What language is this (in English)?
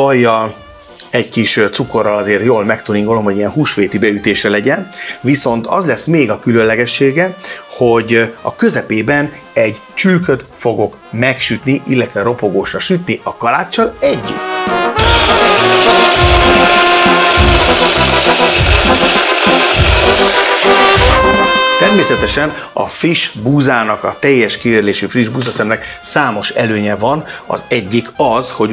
Hungarian